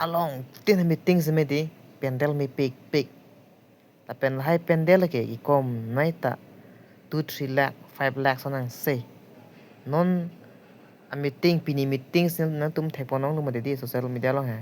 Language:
Karbi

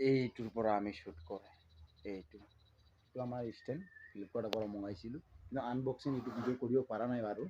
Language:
Assamese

